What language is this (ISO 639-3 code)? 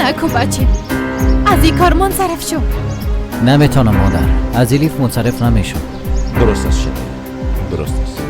fas